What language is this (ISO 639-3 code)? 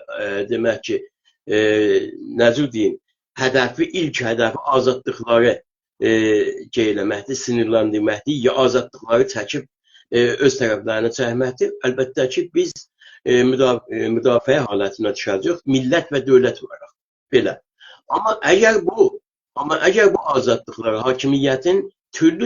azb